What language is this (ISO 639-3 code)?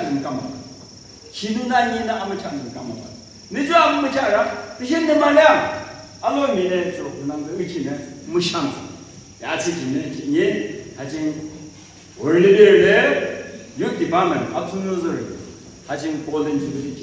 yim